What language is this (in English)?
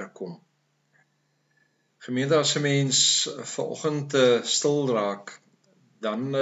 Afrikaans